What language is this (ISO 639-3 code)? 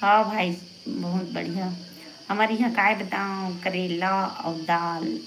hne